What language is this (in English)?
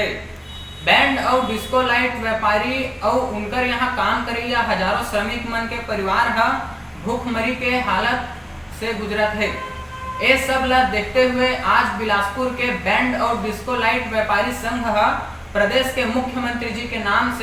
Chhattisgarhi